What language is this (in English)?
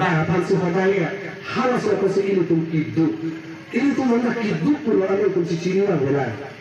Karbi